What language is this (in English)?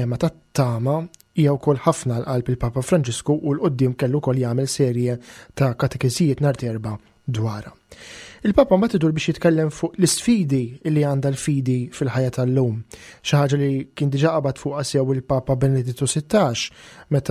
Maltese